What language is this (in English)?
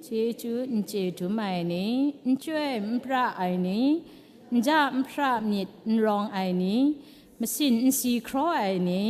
Kachin